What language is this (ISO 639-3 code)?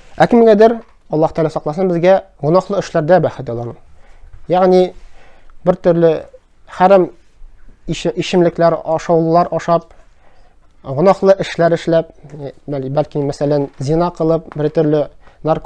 tat